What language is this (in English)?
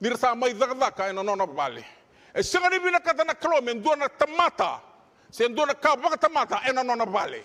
Fijian